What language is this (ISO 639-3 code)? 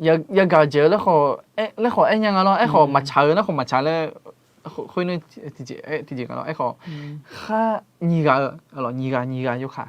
ahk